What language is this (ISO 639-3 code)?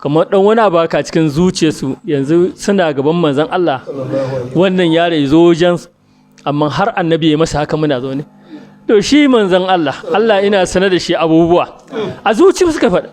hau